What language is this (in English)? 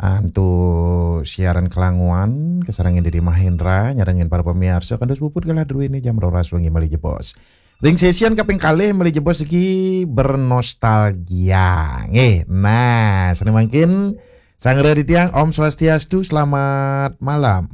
Balinese